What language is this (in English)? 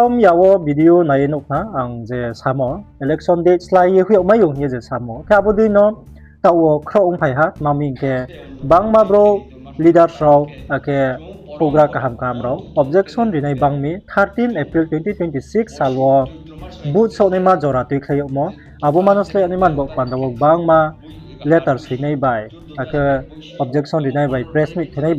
Riang (India)